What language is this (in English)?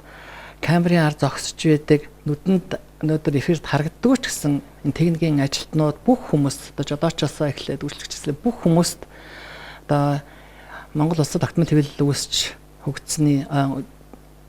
Mongolian